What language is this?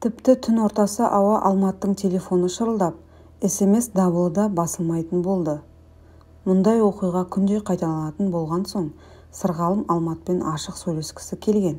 Kazakh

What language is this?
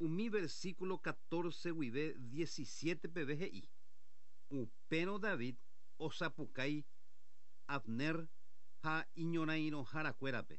Guarani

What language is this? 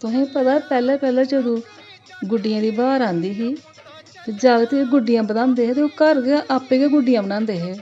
Dogri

